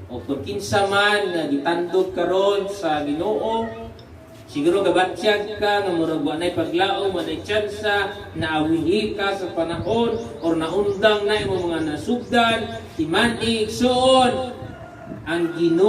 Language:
Cebuano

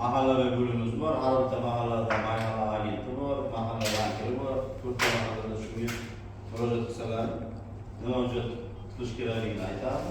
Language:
Uzbek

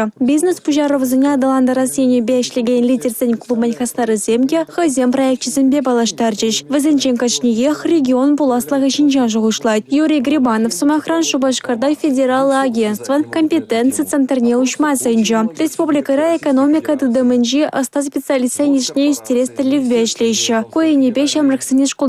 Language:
Chuvash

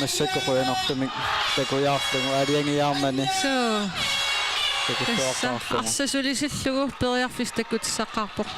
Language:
Kalaallisut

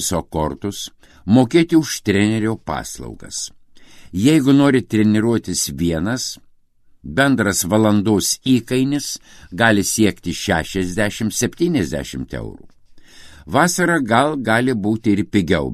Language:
Lithuanian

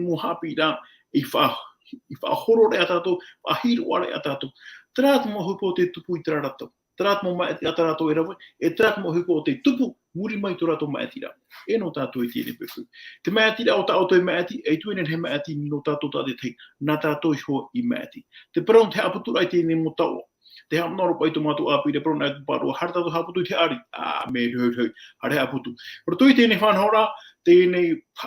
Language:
Tahitian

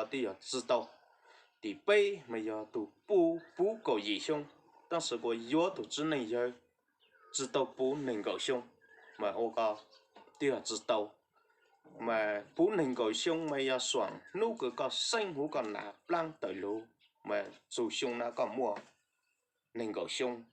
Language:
Hmong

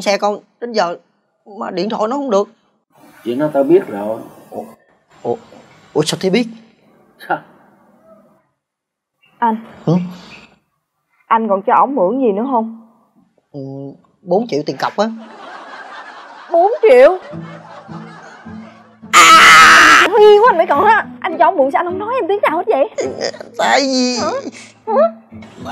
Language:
Vietnamese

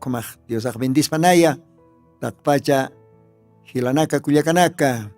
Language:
Aymara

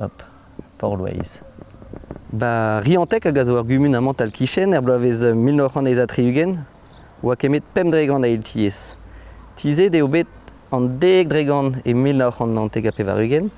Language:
Breton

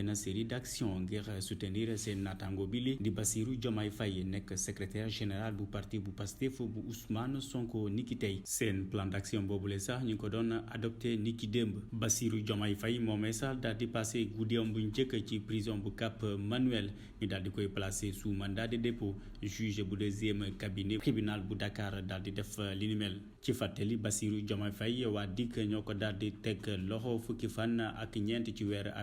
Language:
Wolof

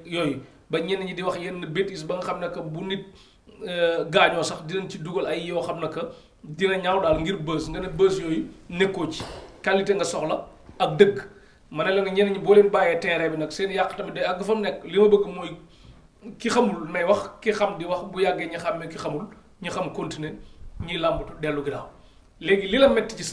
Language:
Wolof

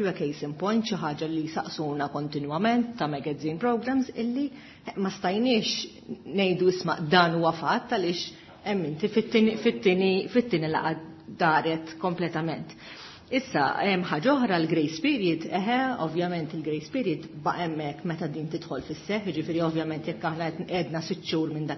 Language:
Maltese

